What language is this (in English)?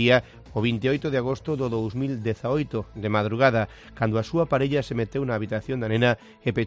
Galician